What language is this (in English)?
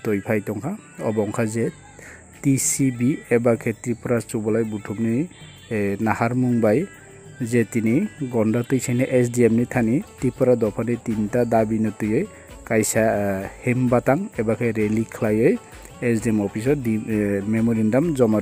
Kok Borok